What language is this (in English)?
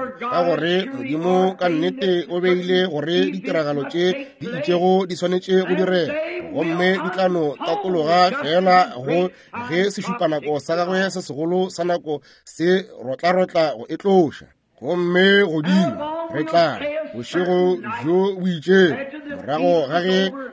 Northern Sotho